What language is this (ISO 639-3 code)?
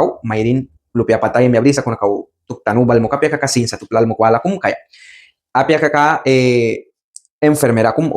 miq